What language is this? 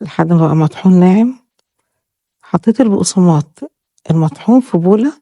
Egyptian Arabic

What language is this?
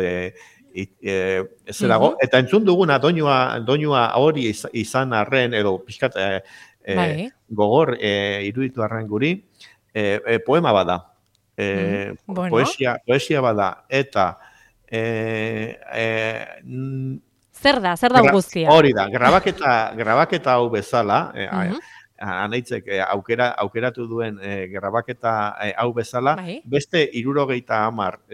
Basque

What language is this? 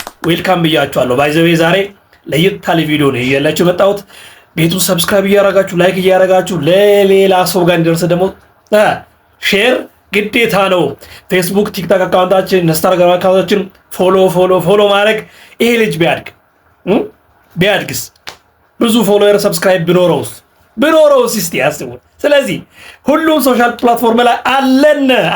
Amharic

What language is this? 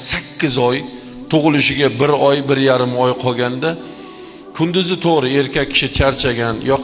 Uzbek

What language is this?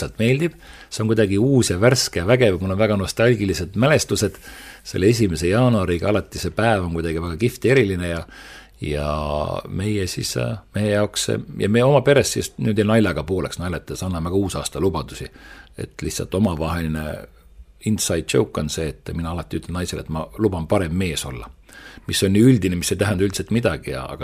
Estonian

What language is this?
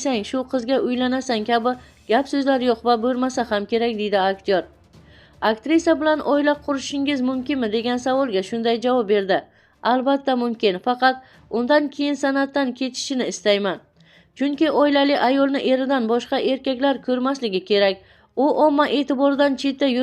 Uzbek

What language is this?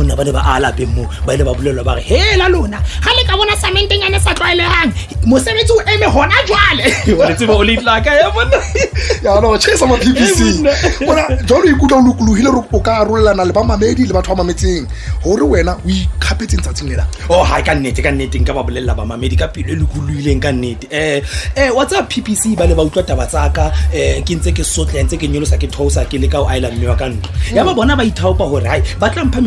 Southern Sotho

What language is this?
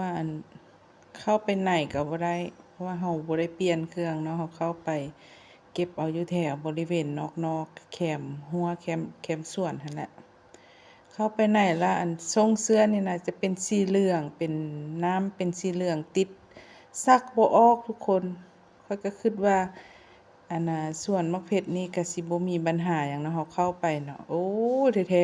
Lao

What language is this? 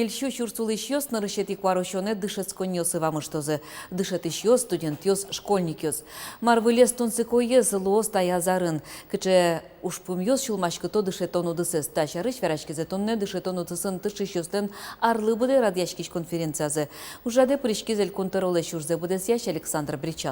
Udmurt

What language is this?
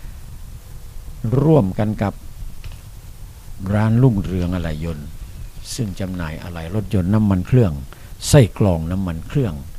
Thai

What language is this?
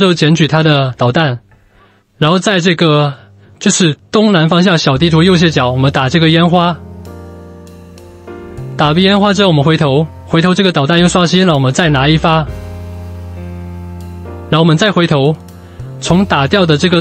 Chinese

